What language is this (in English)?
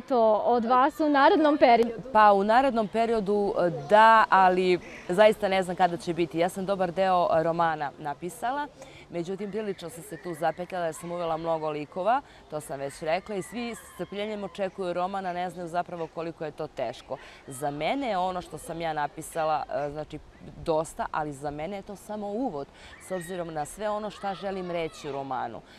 Serbian